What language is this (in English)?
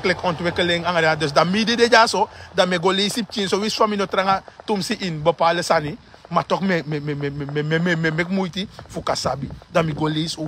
Sranan Tongo